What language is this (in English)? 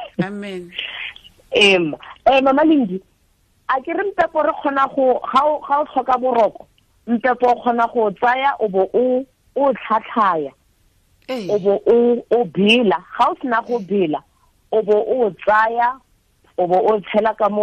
Tswana